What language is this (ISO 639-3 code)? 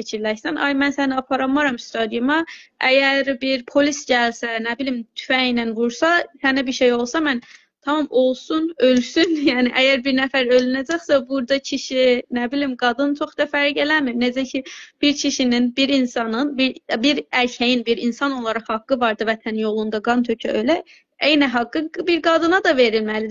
azb